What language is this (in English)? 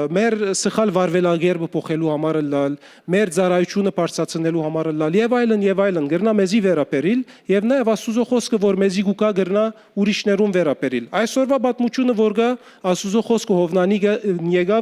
Western Armenian